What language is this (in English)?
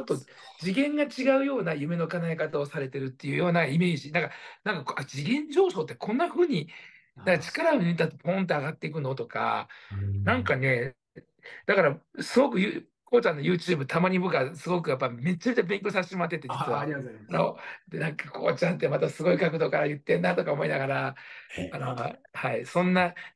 Japanese